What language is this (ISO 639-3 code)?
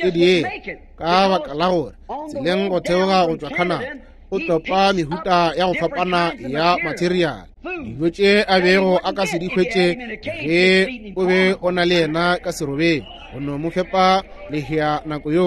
nso